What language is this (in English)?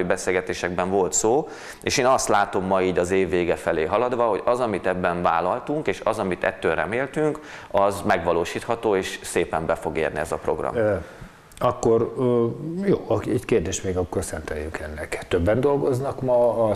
Hungarian